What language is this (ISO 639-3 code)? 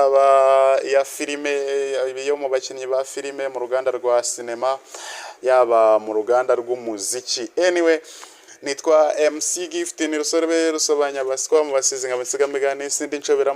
kin